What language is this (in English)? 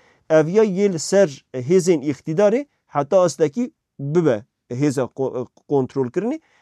Kurdish